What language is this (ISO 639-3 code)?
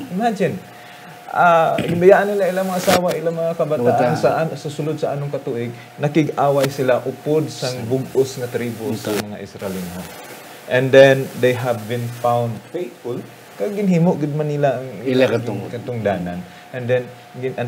hil